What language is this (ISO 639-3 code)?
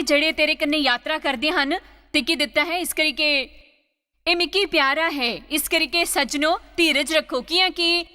doi